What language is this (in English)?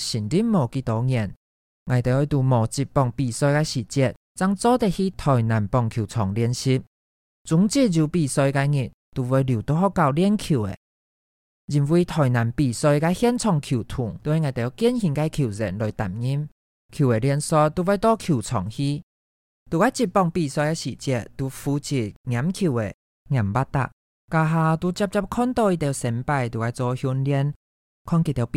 Hakka Chinese